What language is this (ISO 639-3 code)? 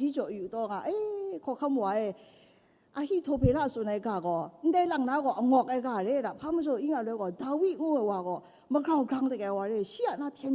kac